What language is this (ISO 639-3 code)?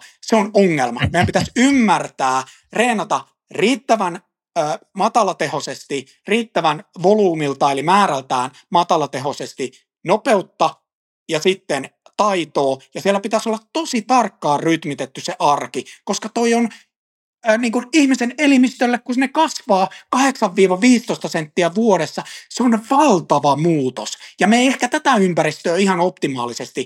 fin